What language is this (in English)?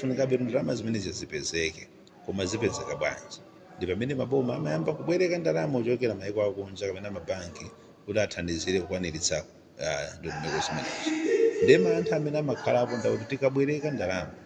Nyanja